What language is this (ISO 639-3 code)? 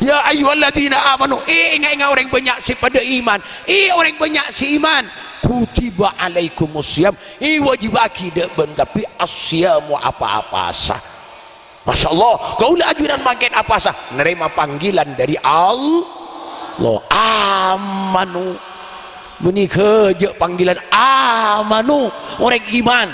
mad